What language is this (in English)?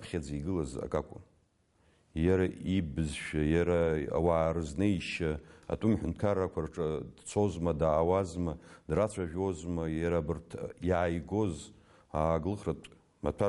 Abkhazian